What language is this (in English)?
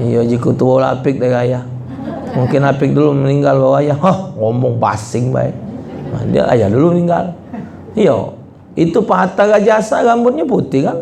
Musi